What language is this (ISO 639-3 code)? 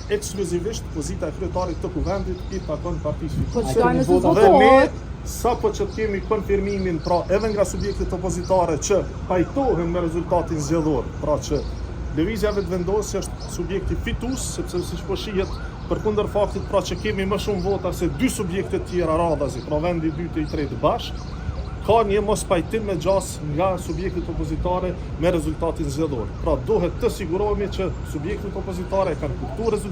sqi